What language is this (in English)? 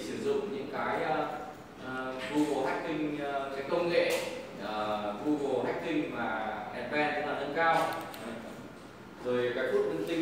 Vietnamese